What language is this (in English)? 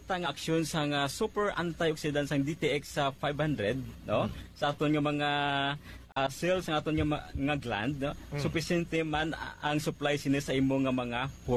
Hiligaynon